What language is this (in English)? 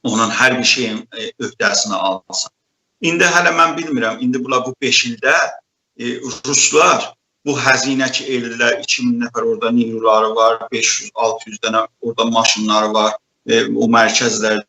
South Azerbaijani